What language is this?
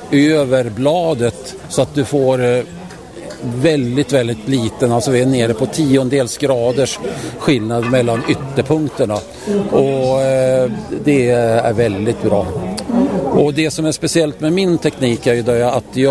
Swedish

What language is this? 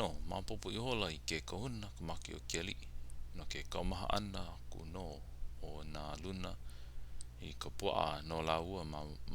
Hawaiian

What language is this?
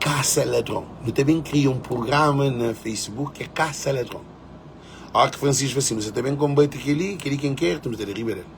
Kabuverdianu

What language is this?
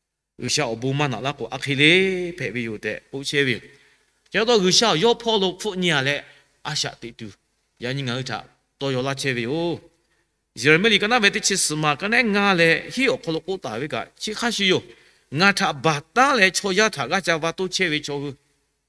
Lahu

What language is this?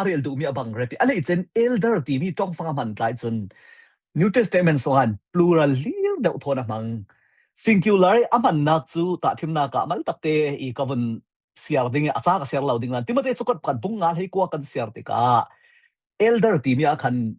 Falam Chin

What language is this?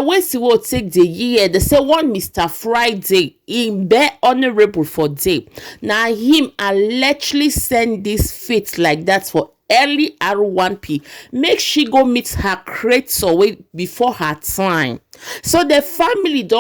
Nigerian Pidgin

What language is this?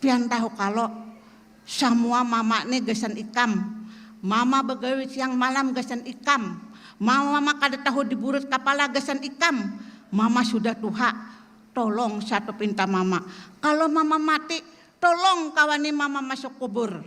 Banjar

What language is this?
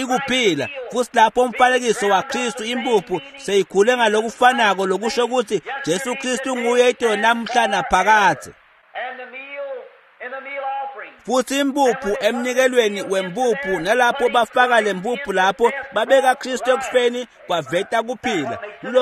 Swati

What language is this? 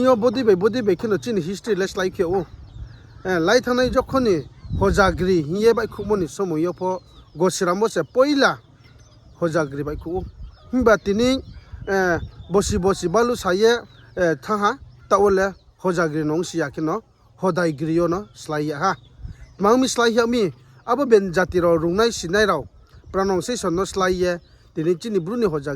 Riang (India)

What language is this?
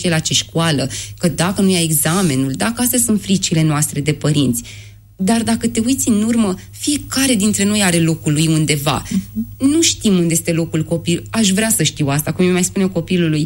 Romanian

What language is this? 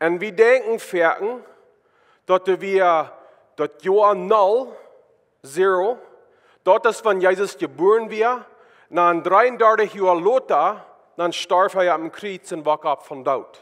Plautdietsch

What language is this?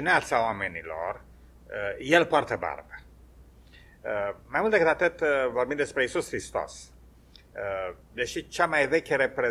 Romanian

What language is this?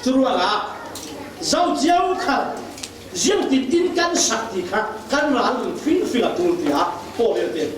Falam Chin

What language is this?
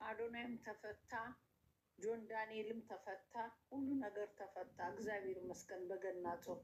Amharic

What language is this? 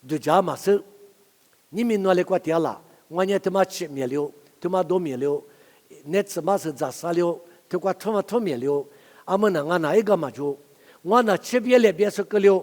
Lisu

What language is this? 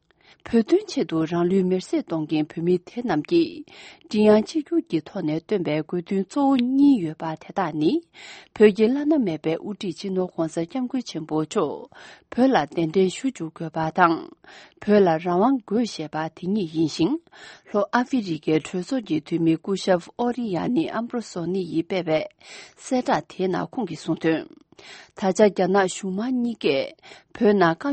Tibetan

